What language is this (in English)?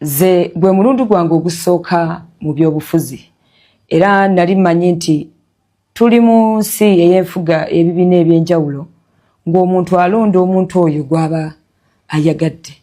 Ganda